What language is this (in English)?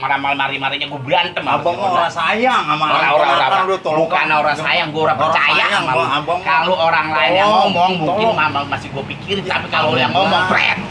Betawi